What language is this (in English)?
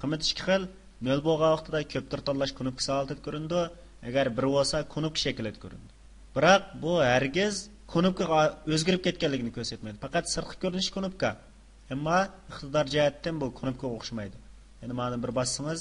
Uyghur